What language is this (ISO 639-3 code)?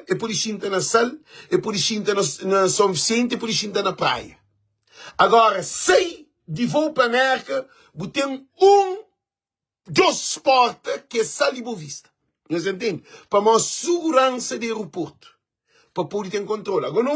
kea